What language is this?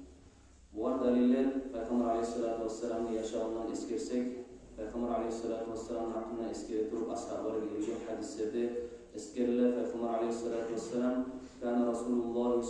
Kumyk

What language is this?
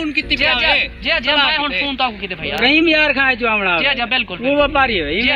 Saraiki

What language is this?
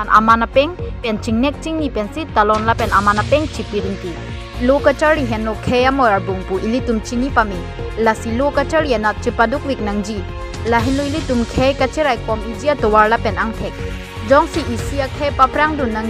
Karbi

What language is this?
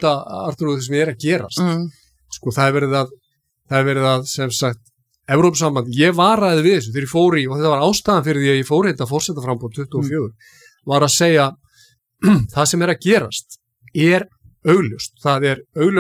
Icelandic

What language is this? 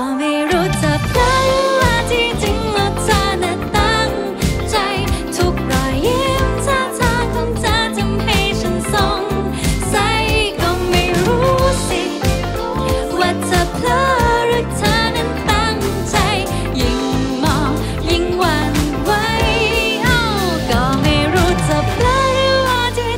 Thai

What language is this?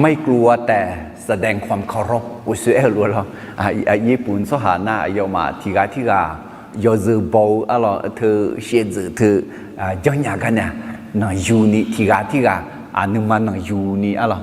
Akha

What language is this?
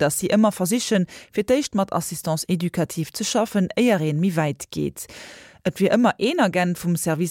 Luxembourgish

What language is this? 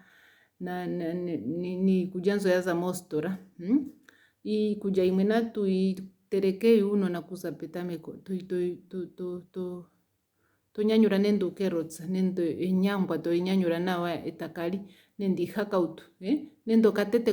Ndonga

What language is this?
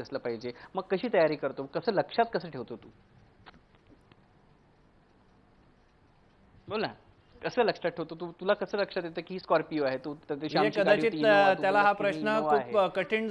Marathi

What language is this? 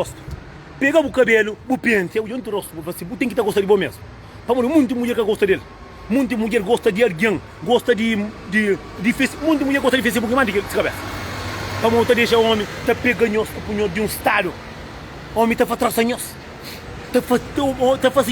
Kabuverdianu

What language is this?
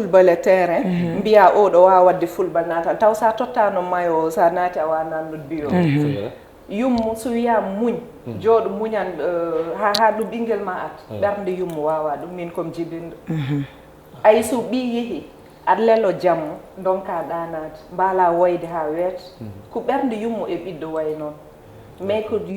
Fula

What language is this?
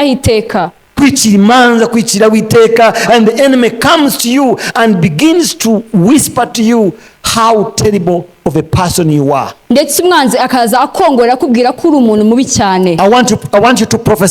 Kinyarwanda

